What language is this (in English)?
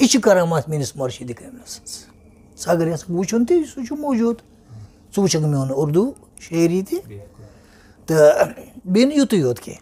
Kashmiri